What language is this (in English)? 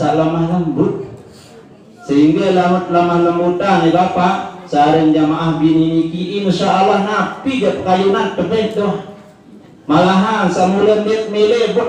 Sasak